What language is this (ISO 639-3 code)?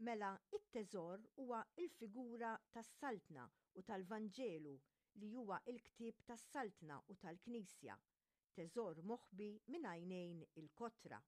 mlt